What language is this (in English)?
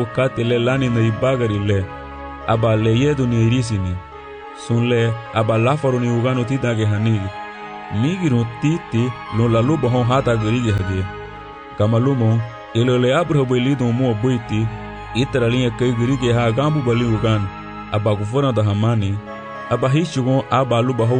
Garifuna